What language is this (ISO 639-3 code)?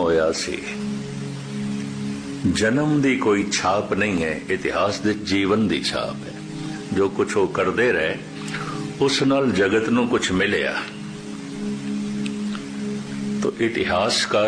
pan